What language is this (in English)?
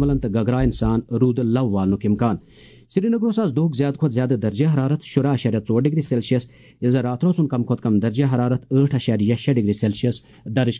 Kashmiri